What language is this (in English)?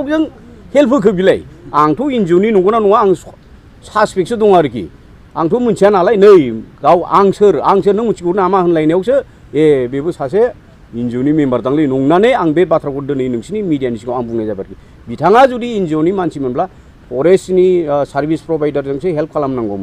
Bodo